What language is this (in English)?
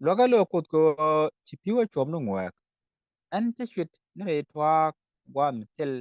Nuer